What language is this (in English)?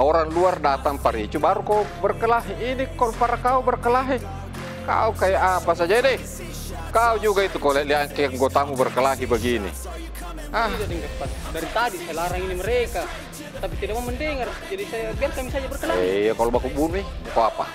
Makassar Malay